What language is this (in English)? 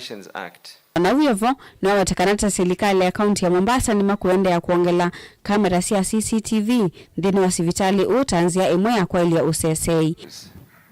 Kamba